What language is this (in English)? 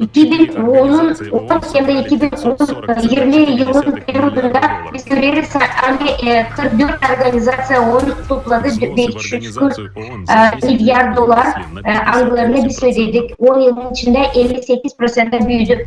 Gagauz